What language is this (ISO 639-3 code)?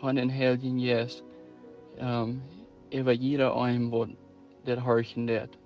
pdt